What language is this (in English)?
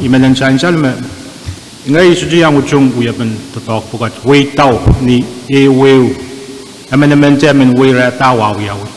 Pohnpeian